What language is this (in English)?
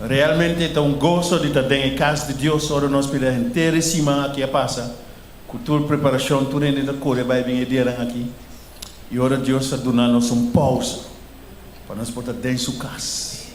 Papiamento